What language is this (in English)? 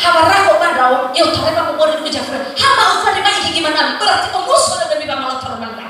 Nias